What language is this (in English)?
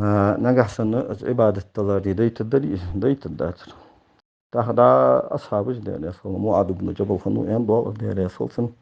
Ingush